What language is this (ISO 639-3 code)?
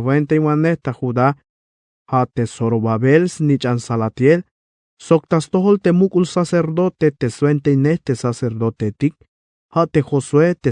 tzh